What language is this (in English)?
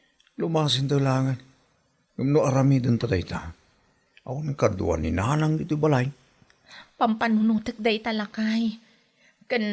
Iloko